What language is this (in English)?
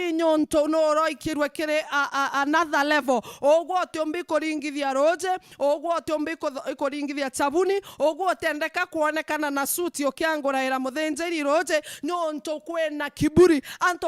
Meru